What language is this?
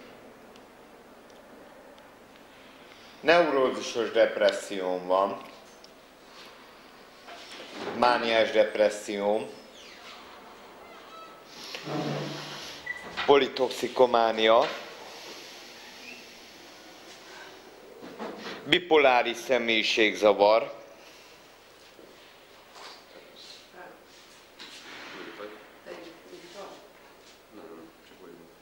Hungarian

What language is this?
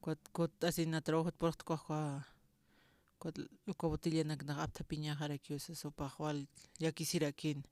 Aymara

